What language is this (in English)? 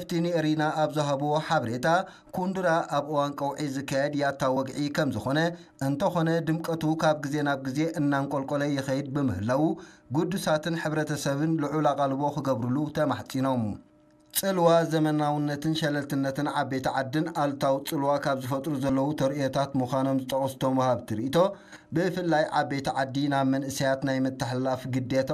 Tigrinya